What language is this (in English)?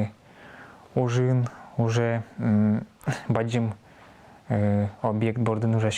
Udmurt